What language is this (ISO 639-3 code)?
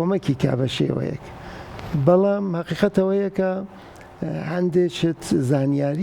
ckb